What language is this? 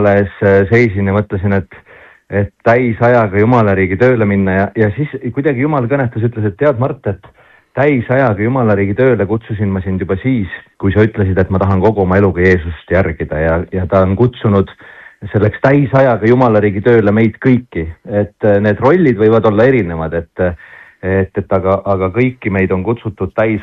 Estonian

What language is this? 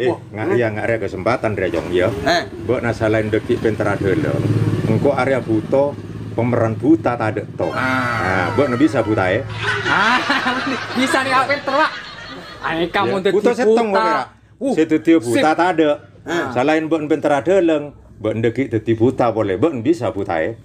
Madurese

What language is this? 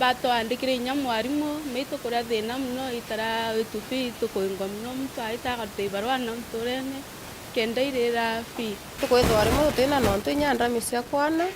Meru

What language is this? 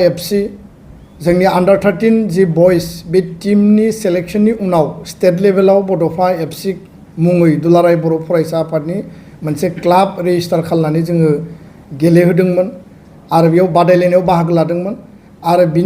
Bodo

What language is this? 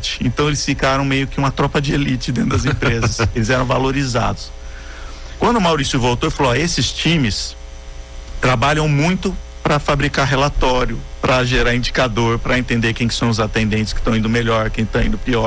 Portuguese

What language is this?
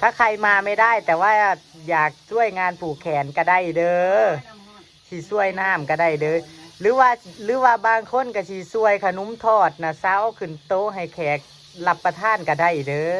Northeastern Thai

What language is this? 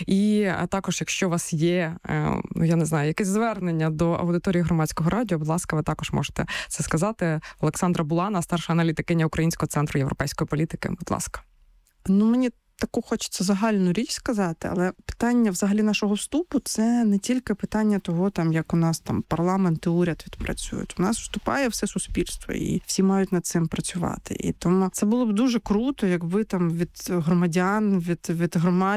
Ukrainian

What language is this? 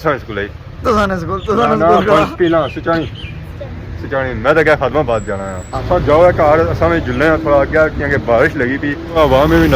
Pahari-Potwari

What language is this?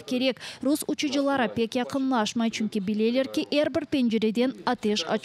Crimean Tatar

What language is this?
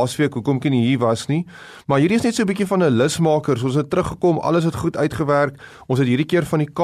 Afrikaans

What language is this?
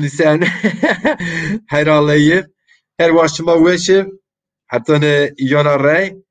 Zaza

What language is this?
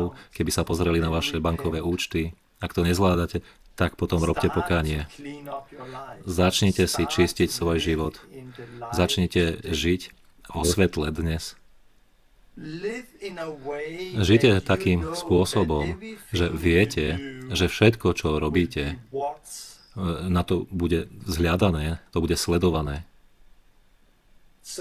Slovak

